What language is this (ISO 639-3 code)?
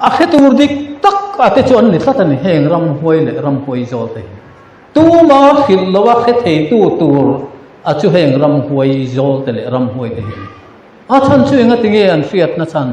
lus